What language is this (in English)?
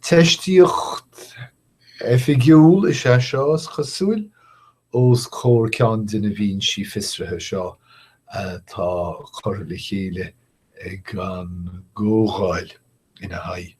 Irish